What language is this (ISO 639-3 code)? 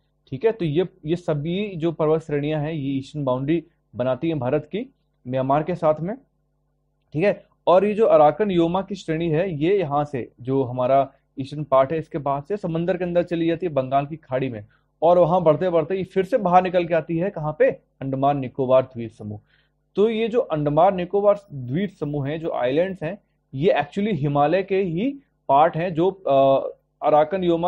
hin